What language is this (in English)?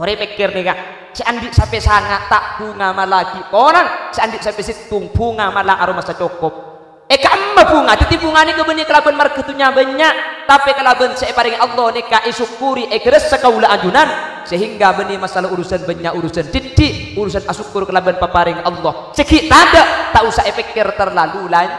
Madurese